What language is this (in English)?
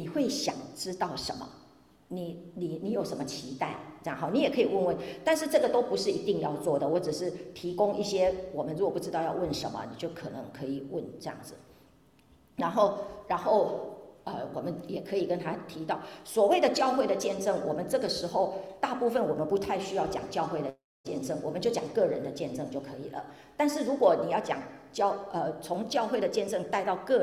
Chinese